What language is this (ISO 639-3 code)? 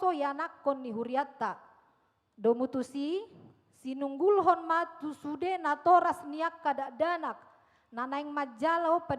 bbc